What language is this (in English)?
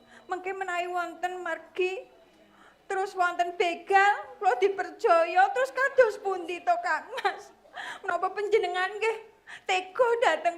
Javanese